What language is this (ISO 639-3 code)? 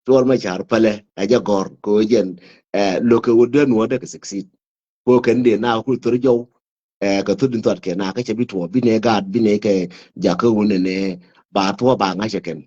nus